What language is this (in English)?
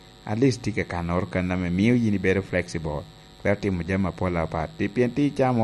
Lango (Uganda)